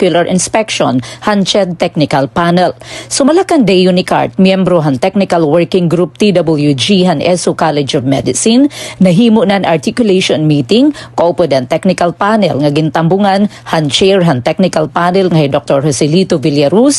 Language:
Waray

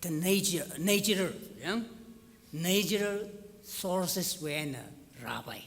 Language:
Tangkhul Naga (India)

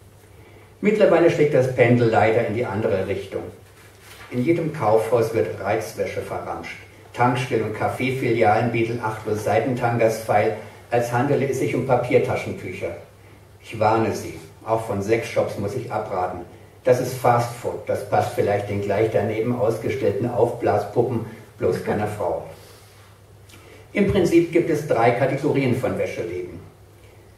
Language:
German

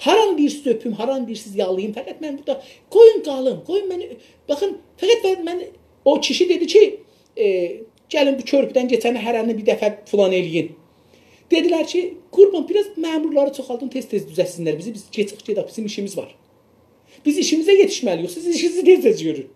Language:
South Azerbaijani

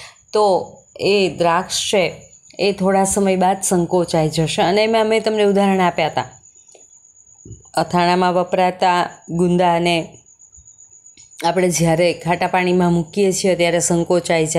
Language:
Gujarati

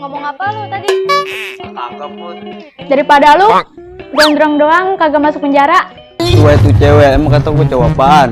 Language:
Betawi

